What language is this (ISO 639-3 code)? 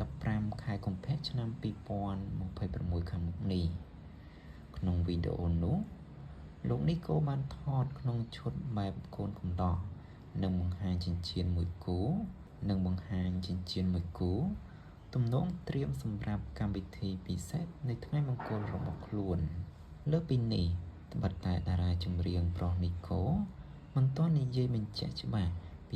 khm